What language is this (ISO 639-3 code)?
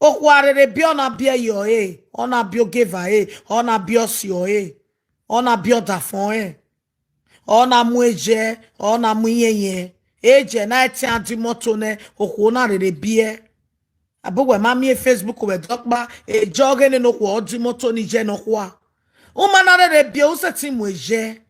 pcm